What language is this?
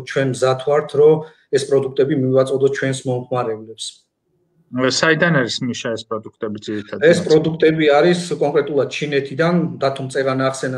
Georgian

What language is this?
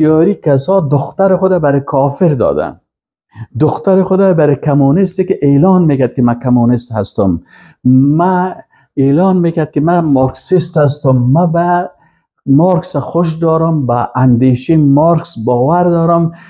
Persian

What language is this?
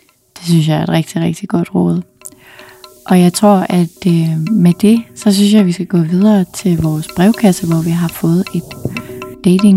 Danish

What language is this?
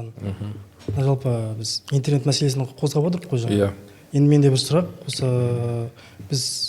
Kazakh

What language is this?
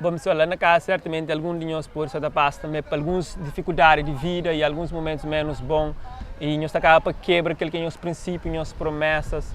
Kabuverdianu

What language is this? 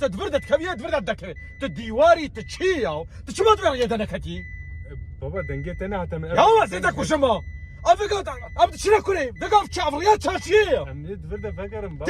Kurdish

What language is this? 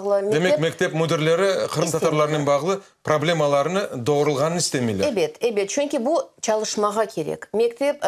Crimean Tatar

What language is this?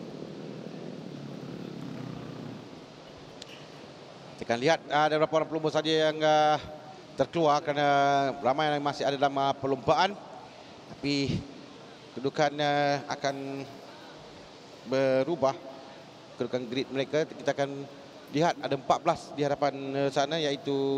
Malay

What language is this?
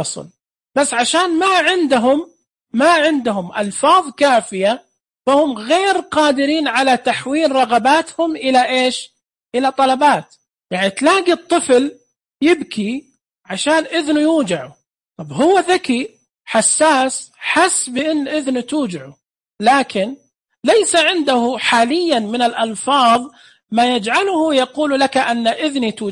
Najdi Arabic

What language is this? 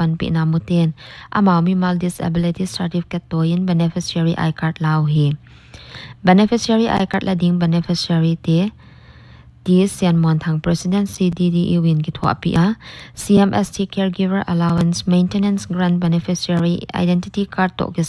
Paite Chin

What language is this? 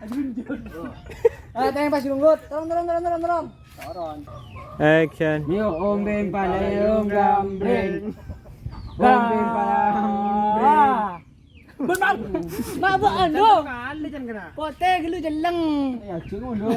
Madurese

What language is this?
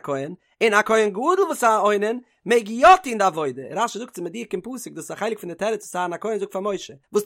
Yiddish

